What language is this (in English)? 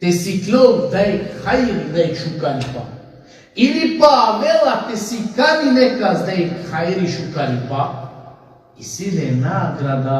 Balkan Romani